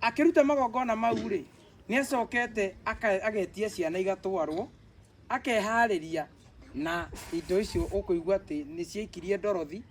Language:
Kikuyu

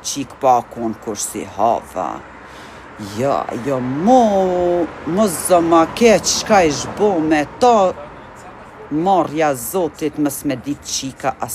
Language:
Albanian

